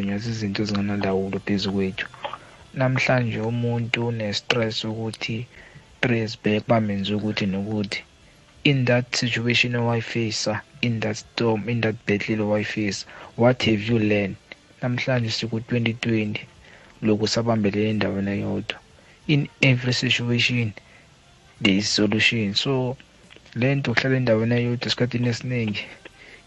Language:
South Ndebele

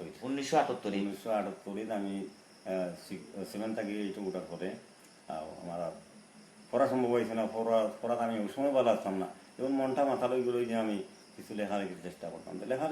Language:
Sylheti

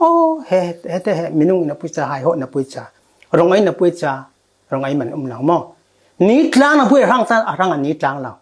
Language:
Falam Chin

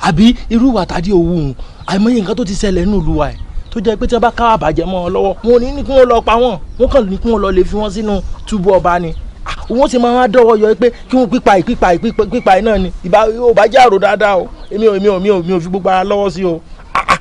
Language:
Yoruba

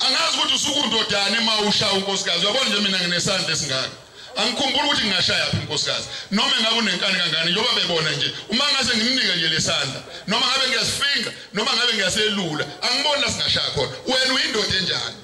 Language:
Zulu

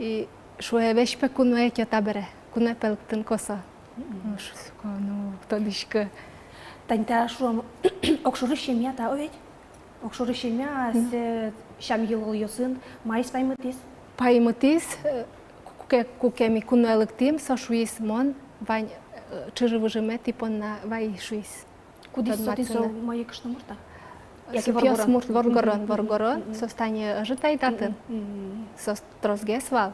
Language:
Udmurt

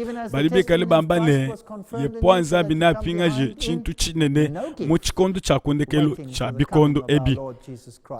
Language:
Luba-Lulua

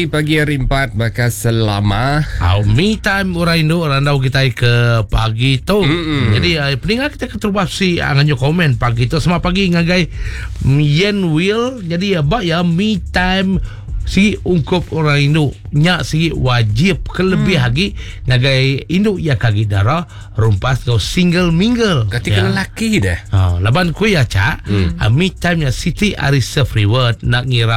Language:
Iban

